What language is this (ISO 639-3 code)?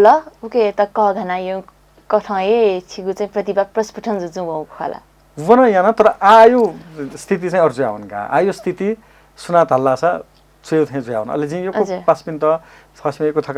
new